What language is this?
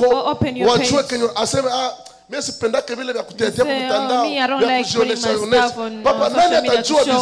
Swahili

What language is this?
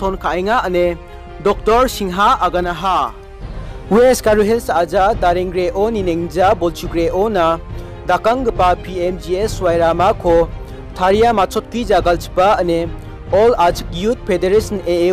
Garo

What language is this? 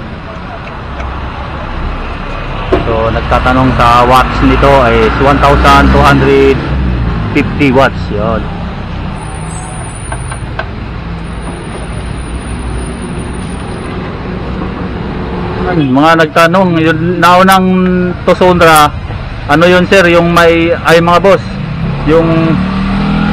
Filipino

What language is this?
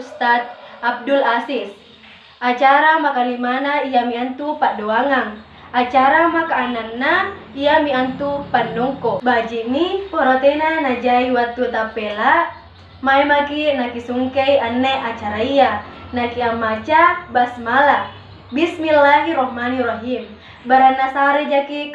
Makasar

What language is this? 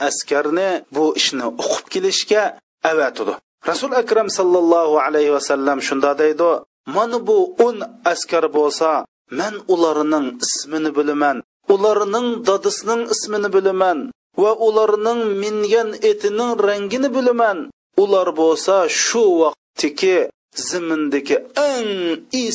Uyghur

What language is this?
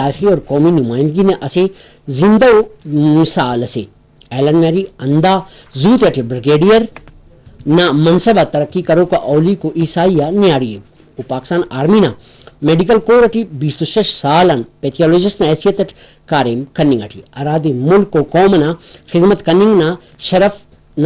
Brahui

